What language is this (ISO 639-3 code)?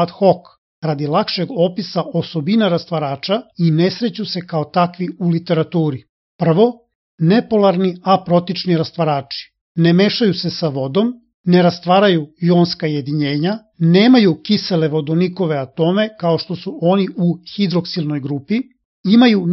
srp